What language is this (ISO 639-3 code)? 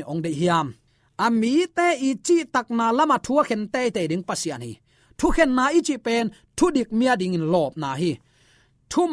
ctd